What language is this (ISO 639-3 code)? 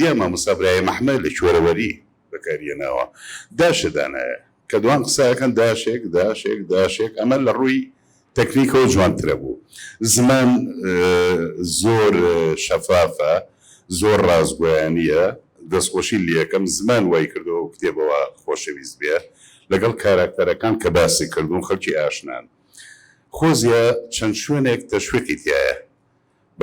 ckb